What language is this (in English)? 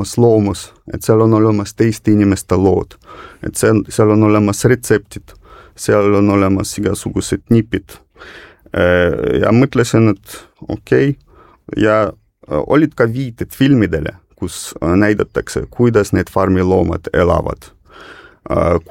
Estonian